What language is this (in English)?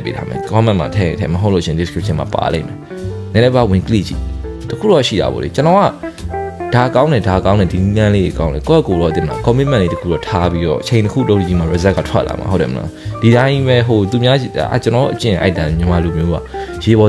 Burmese